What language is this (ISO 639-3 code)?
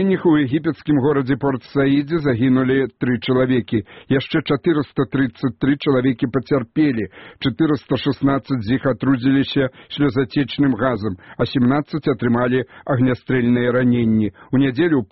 bel